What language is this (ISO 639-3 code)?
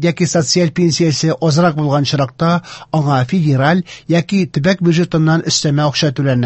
tat